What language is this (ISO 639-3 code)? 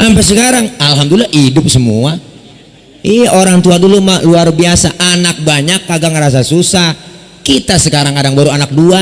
bew